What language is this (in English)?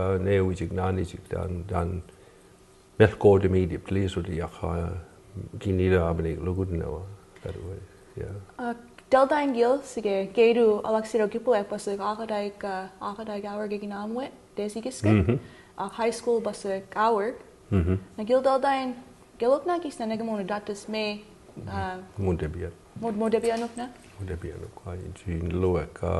Mi'kmaw